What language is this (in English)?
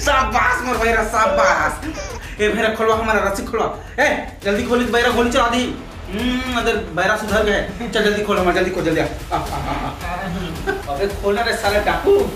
Chhattisgarhi